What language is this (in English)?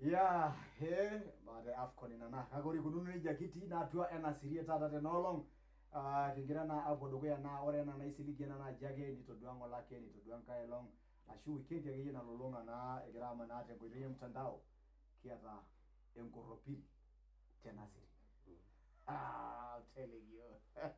Masai